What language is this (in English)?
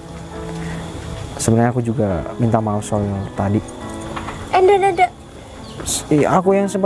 Indonesian